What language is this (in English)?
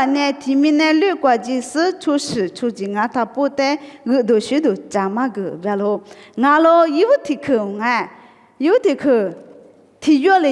Lisu